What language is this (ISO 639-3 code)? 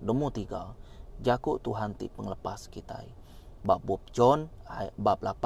iba